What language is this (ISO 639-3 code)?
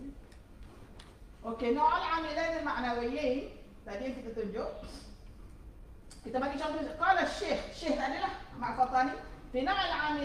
msa